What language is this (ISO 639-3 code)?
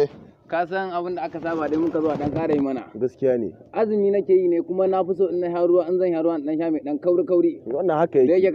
hau